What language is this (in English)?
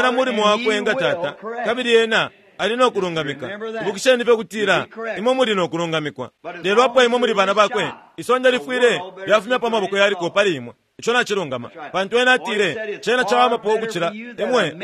Bemba